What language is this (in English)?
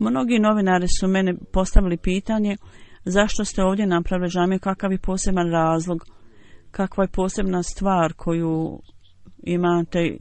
Bosnian